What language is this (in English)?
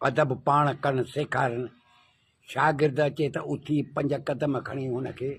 Sindhi